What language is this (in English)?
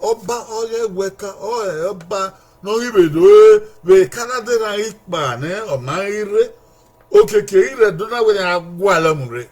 Bini